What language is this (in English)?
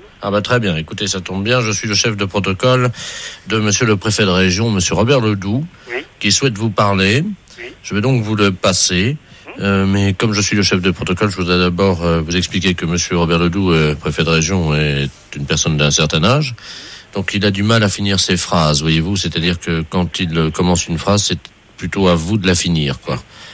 French